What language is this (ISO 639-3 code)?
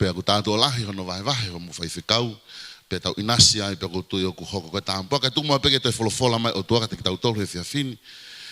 ton